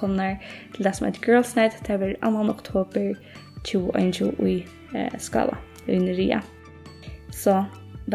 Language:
Faroese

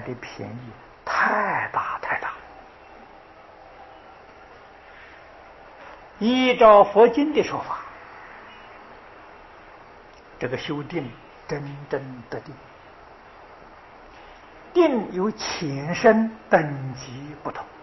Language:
Chinese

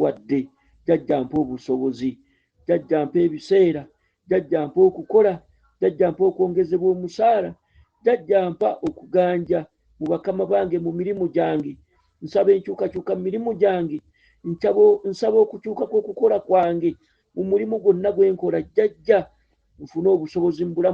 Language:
Ganda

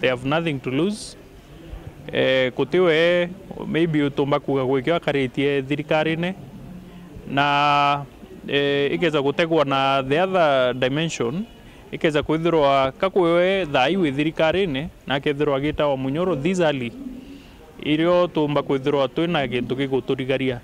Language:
Meru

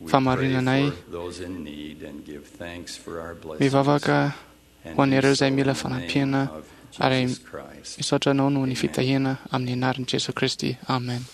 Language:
Malagasy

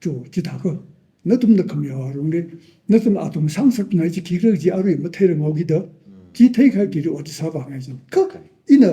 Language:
Tangkhul Naga (India)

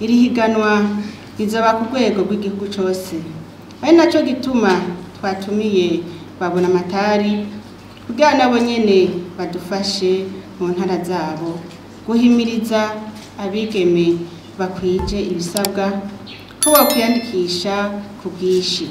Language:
Rundi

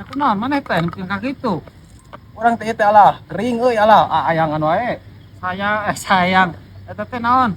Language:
Sundanese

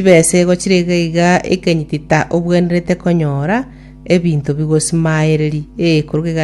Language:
Gusii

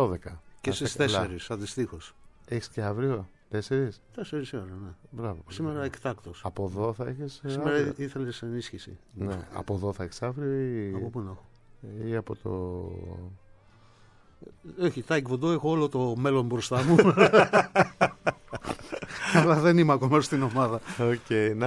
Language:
Greek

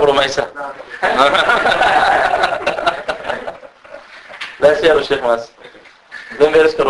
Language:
Danish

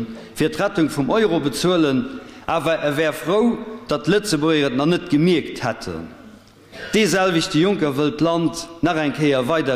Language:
Luxembourgish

